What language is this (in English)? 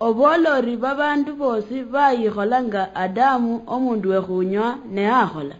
Luyia